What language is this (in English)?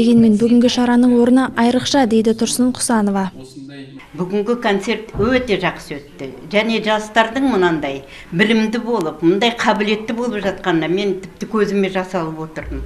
Kazakh